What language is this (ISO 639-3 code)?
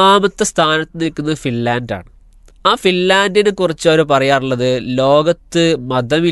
mal